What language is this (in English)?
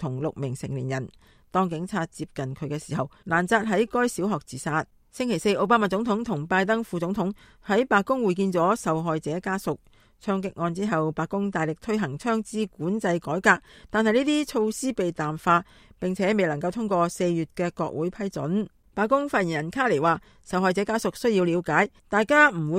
Cantonese